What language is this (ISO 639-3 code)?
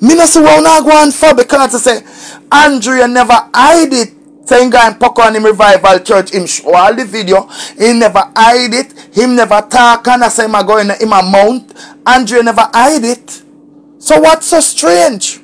jam